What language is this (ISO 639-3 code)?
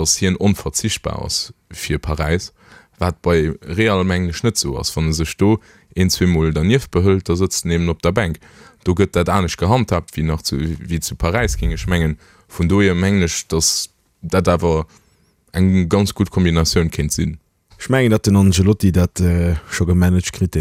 ltz